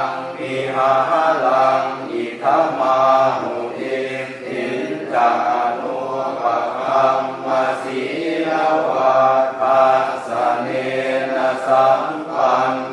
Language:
Pali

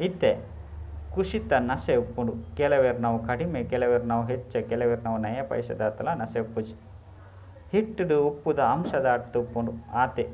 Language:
Tulu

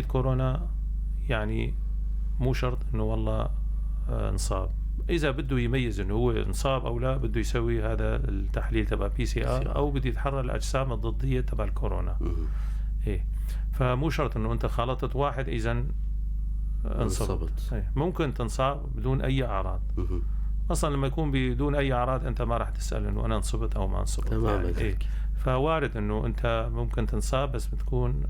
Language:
North Levantine Arabic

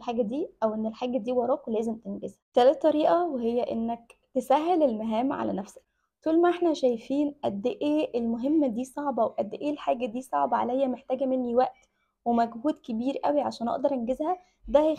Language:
Egyptian Arabic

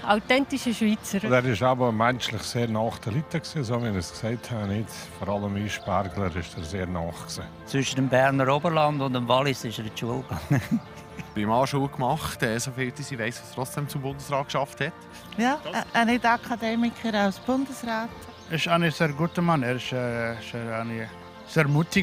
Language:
Swiss German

